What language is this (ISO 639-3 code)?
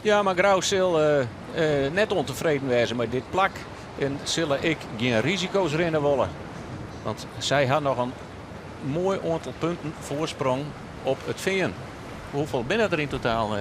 fry